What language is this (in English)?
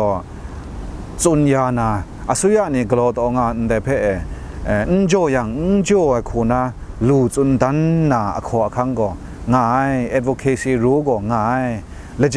Kachin